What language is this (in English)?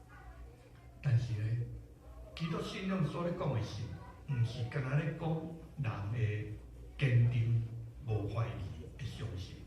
Min Nan Chinese